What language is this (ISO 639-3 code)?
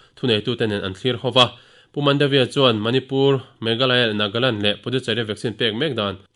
lus